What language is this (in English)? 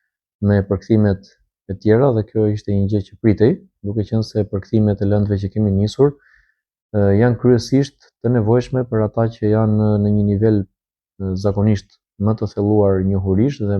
Albanian